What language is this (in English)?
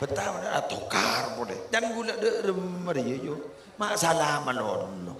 Madurese